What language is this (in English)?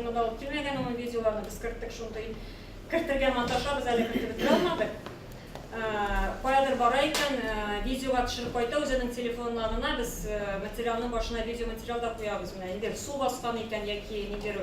Tatar